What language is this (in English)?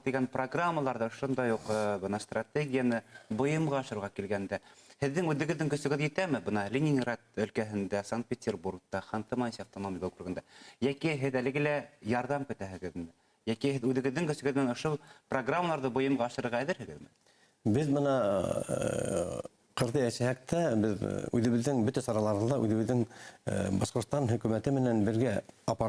Bashkir